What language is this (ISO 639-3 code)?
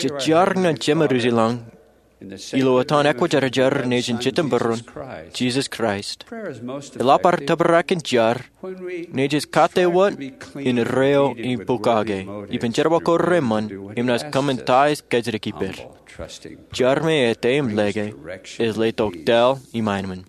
mah